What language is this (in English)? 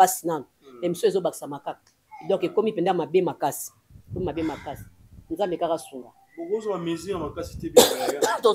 Lingala